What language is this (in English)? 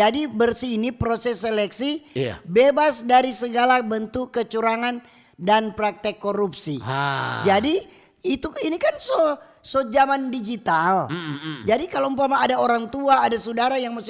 Manado Malay